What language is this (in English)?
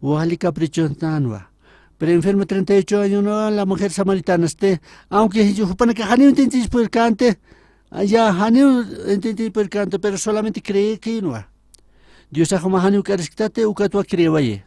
Aymara